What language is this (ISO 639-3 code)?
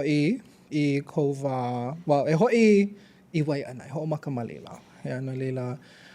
haw